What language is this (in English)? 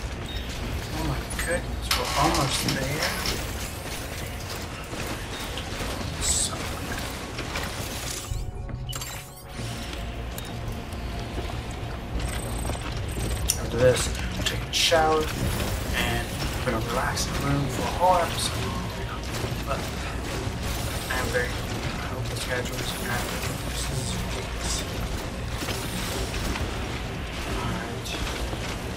English